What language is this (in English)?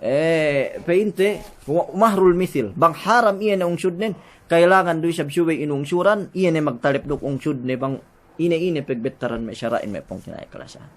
Yakan